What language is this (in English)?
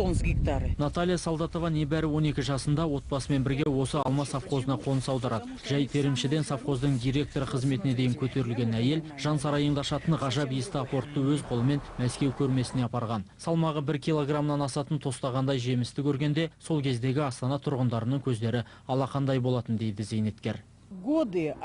Kazakh